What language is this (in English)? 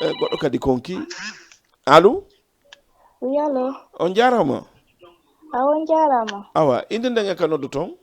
Fula